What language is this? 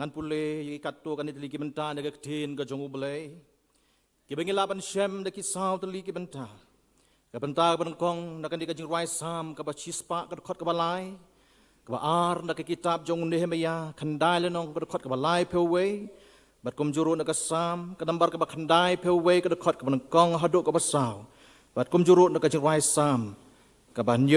Khasi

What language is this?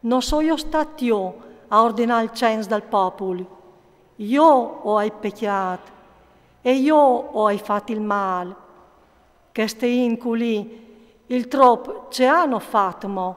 Friulian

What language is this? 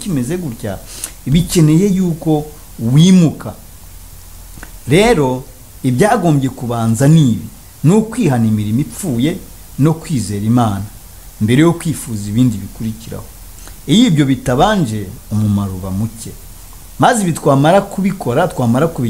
Kinyarwanda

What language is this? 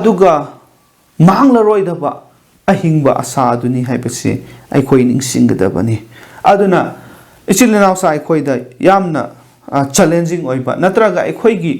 Manipuri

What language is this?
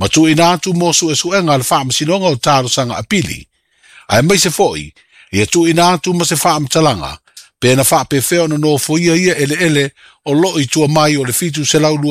Samoan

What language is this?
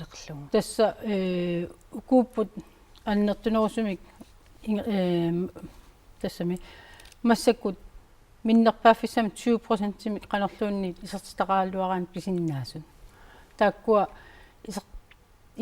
Kalaallisut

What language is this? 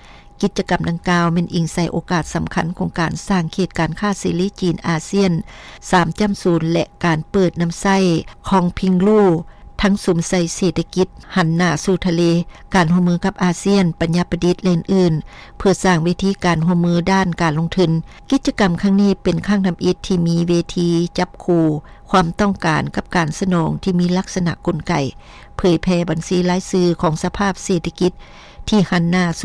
Lao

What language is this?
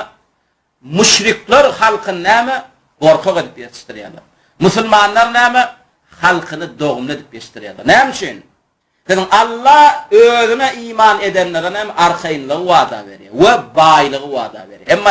Turkmen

